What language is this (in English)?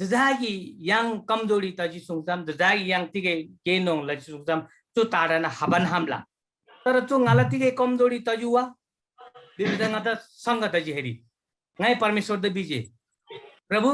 Eastern Tamang